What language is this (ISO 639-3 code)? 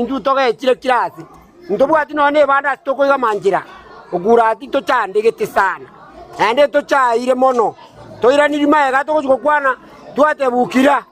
guz